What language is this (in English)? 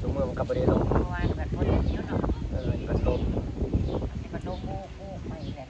Northeastern Thai